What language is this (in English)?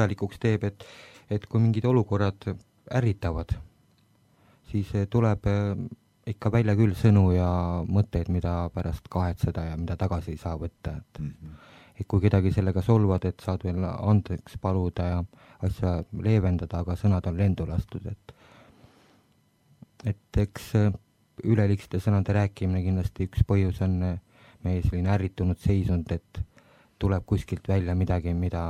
Estonian